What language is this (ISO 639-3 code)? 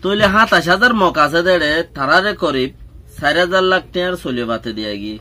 rhg